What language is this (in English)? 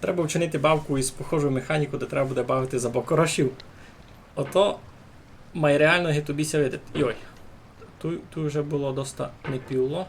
Rusyn